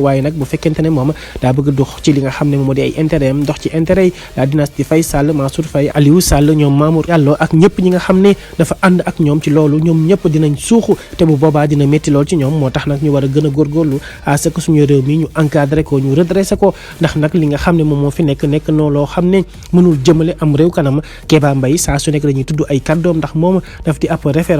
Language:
Wolof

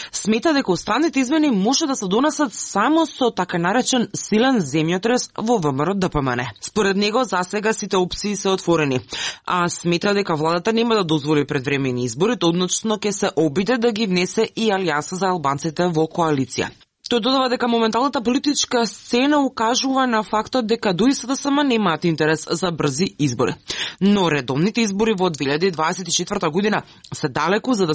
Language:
Macedonian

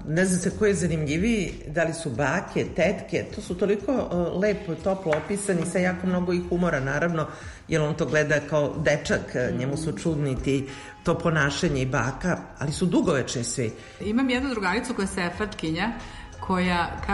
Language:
Serbian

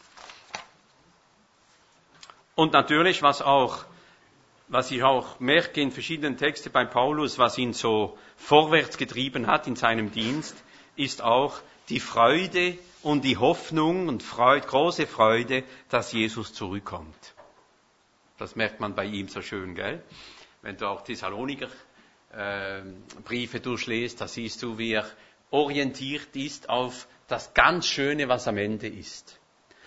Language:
German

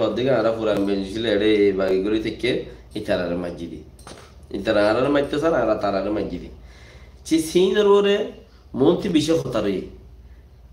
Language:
Rohingya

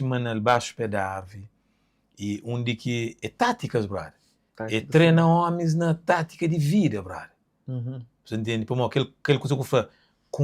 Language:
Kabuverdianu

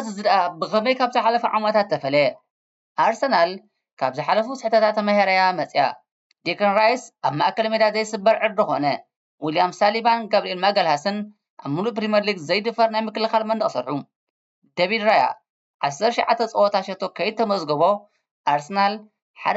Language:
Tigrinya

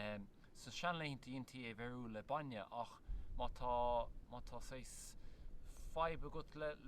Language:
Irish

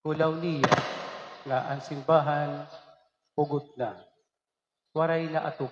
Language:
Waray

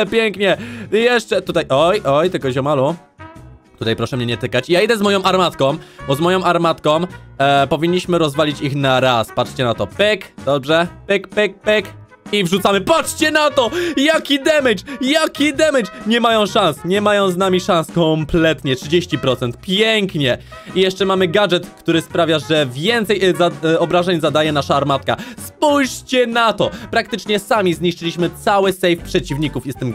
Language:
Polish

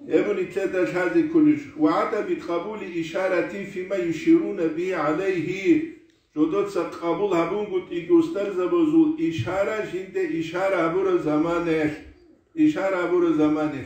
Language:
Avaric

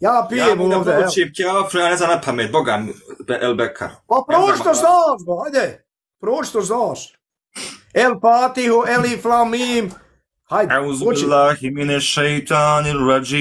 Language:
Bosnian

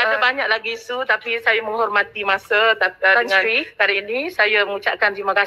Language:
Malay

